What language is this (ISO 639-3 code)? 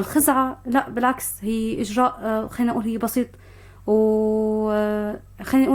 apc